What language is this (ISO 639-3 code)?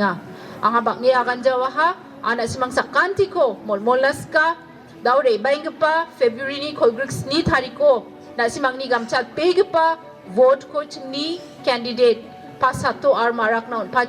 grt